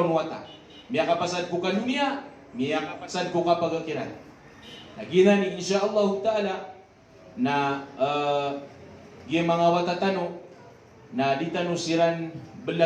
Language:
Maranao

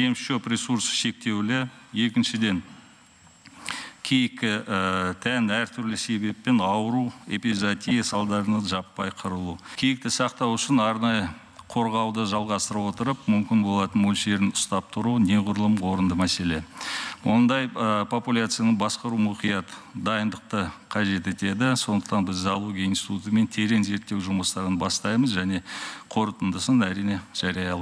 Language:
Kazakh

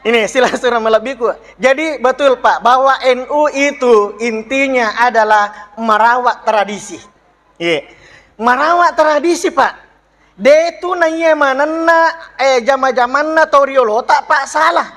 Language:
Buginese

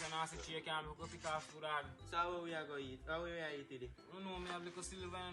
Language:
Jamaican Creole English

